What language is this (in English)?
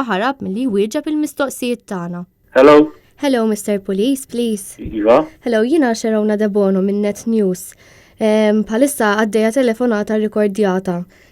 Maltese